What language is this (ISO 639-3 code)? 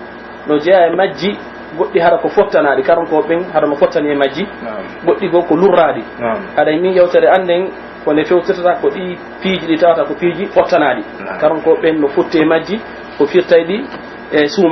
fuf